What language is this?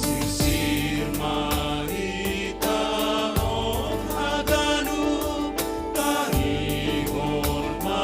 Batak Simalungun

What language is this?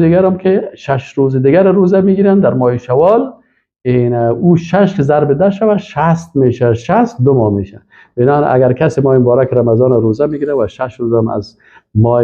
Persian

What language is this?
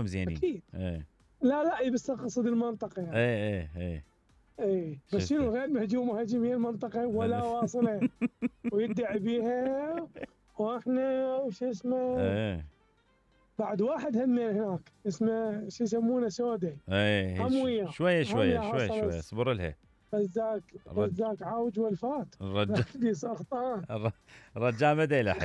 Mesopotamian Arabic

